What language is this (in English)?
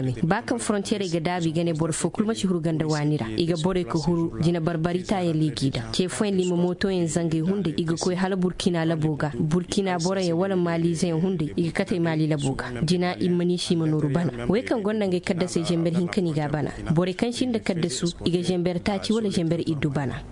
Zarma